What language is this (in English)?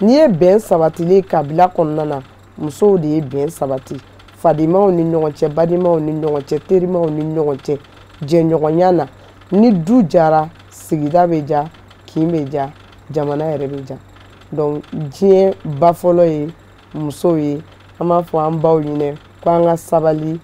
Bambara